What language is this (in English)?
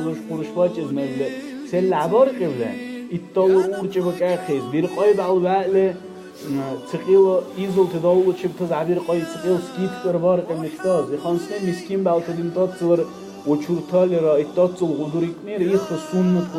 Dargwa